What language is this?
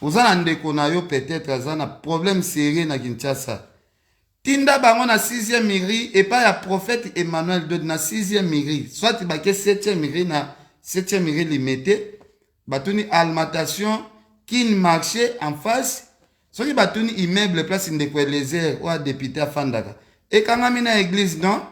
Lingala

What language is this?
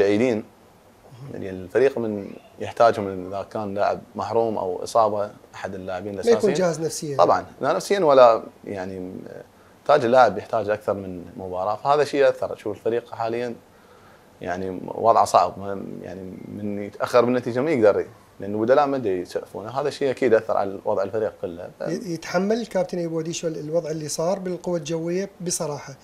Mesopotamian Arabic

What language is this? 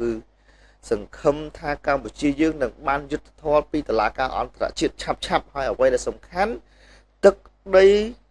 Khmer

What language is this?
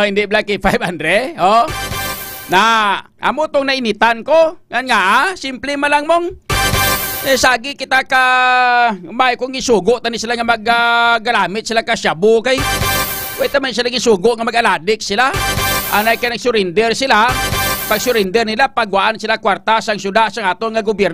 Hiligaynon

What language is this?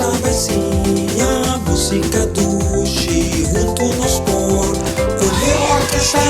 Papiamento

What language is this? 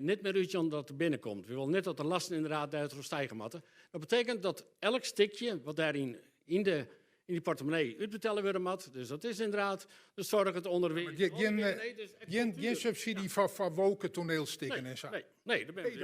Western Frisian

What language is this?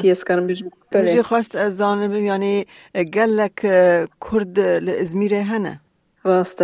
Kurdish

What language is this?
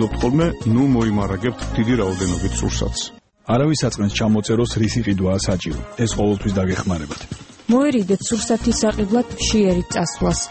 Georgian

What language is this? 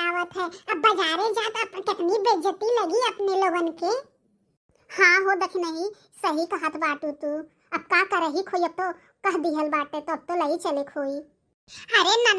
Bhojpuri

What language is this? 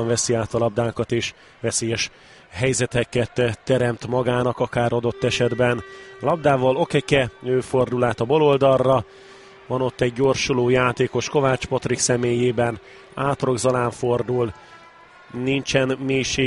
Hungarian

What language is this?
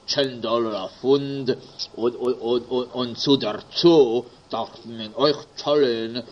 Yiddish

